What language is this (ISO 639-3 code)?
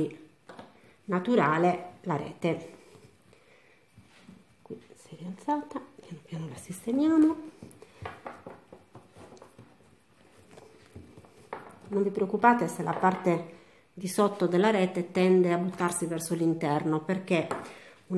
ita